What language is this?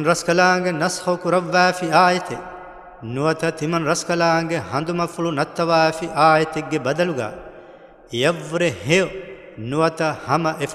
Divehi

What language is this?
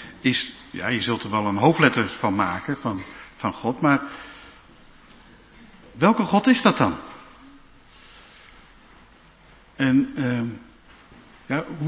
Dutch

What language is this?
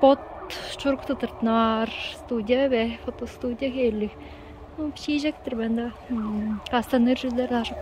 Tuvinian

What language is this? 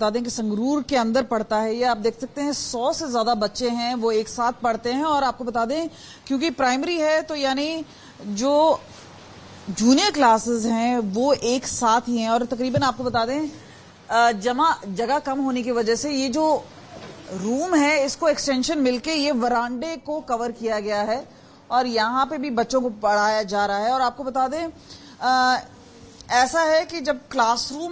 Hindi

